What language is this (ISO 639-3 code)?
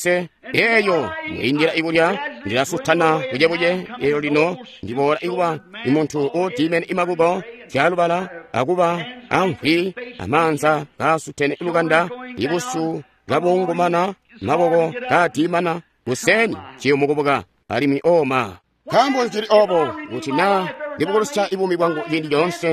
toi